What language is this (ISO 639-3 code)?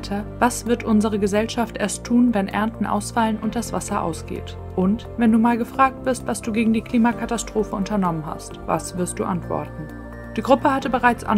deu